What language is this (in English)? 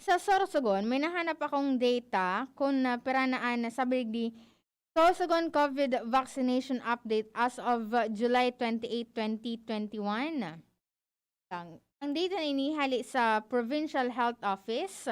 Bikol